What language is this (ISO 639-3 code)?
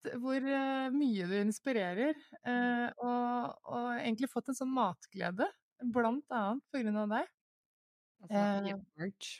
nor